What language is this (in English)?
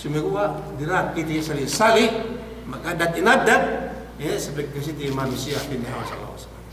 Yakan